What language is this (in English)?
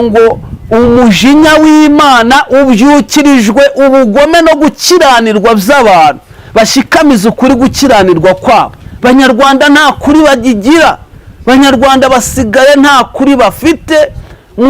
Kinyarwanda